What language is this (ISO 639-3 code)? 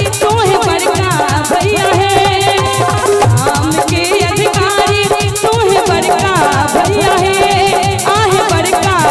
mai